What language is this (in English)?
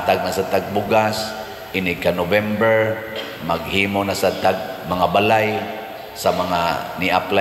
Cebuano